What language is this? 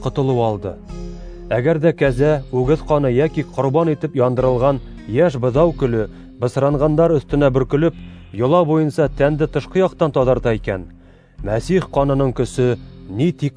Bashkir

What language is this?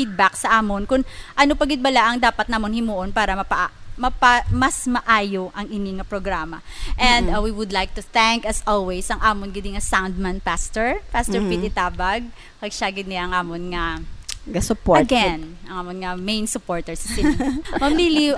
Hiligaynon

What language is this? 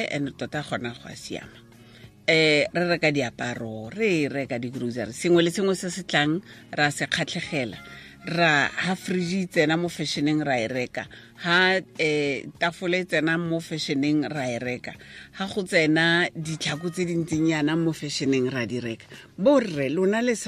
Tswana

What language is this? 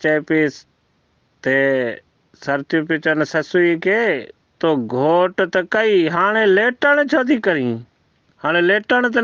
Sindhi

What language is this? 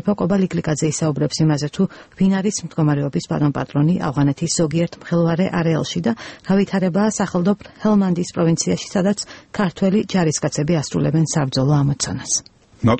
Georgian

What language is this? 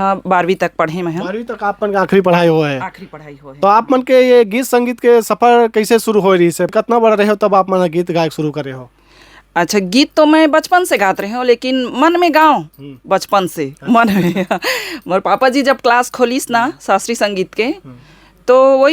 Chhattisgarhi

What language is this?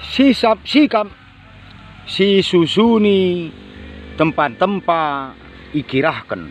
Batak Karo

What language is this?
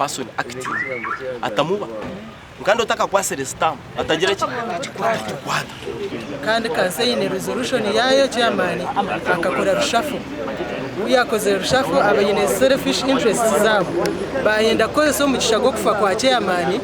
Nyankole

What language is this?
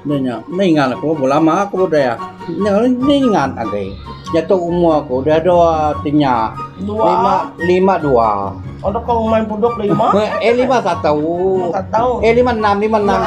Iban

